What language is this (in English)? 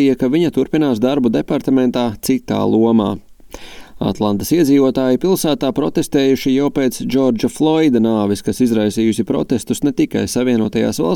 Latvian